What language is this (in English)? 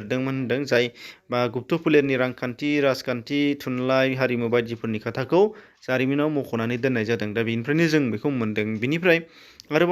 Bodo